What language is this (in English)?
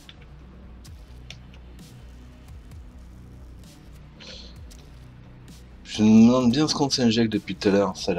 French